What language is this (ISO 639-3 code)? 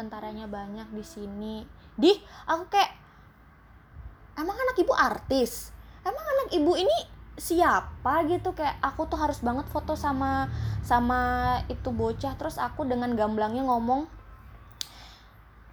ind